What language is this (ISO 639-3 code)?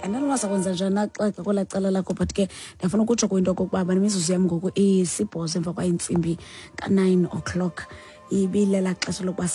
xho